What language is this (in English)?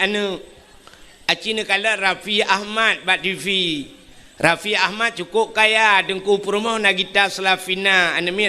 Achinese